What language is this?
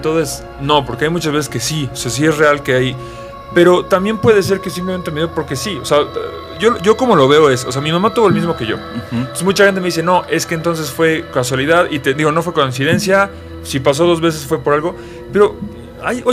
Spanish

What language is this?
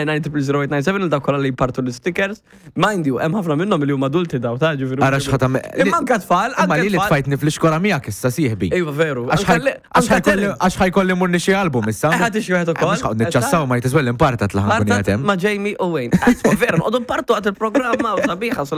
Maltese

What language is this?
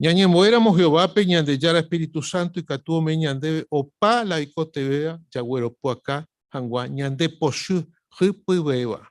Guarani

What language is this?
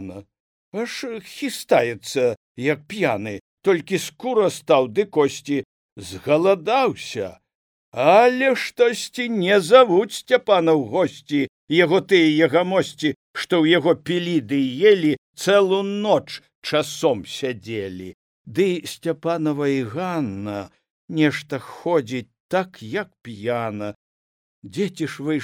Belarusian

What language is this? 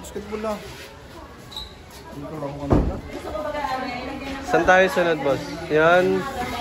Filipino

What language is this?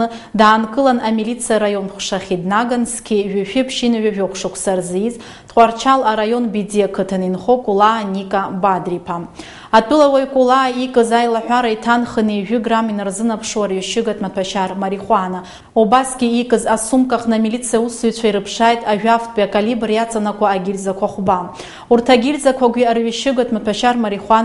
Abkhazian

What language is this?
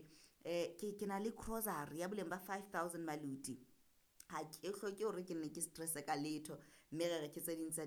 Southern Sotho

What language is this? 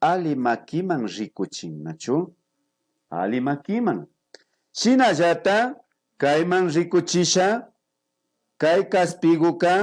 Imbabura Highland Quichua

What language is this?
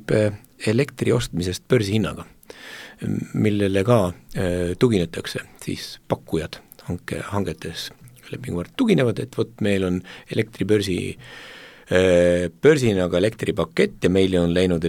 Estonian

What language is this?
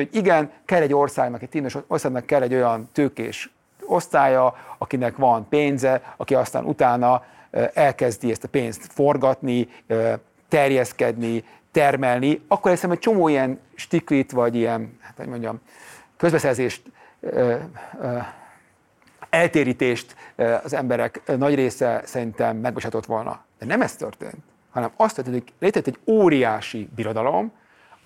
Hungarian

